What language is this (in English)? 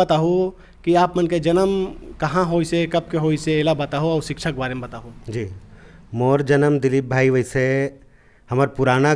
Chhattisgarhi